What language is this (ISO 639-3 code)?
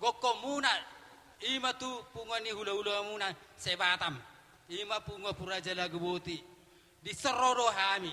bbc